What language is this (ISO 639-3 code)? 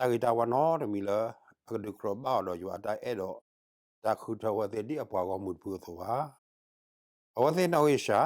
ksw